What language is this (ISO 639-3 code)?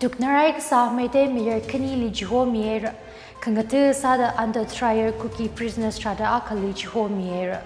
nmf